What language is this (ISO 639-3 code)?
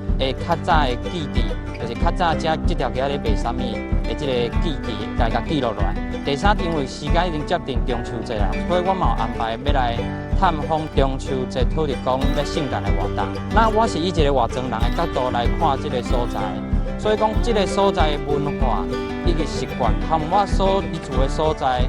nan